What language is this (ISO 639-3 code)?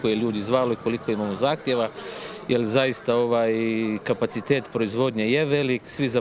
hrv